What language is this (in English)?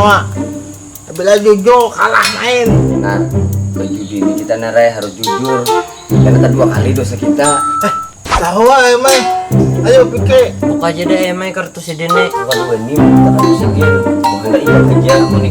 Banjar